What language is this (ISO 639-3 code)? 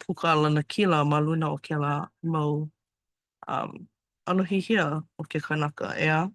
haw